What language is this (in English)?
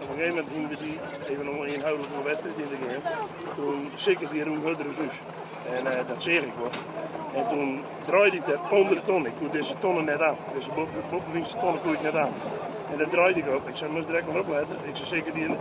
Western Frisian